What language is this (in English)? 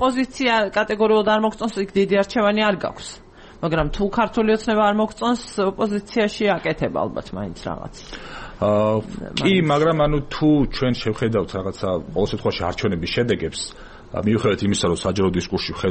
Georgian